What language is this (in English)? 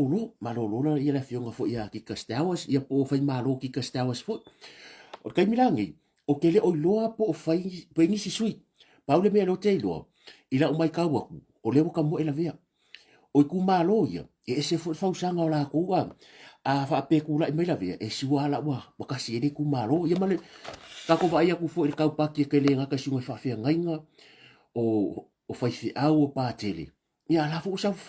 Samoan